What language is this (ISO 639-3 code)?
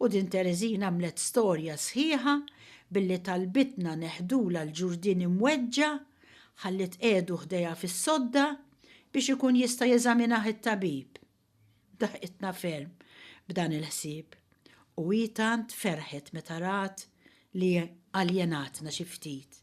mlt